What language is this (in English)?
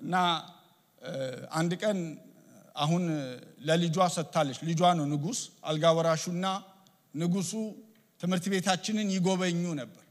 Amharic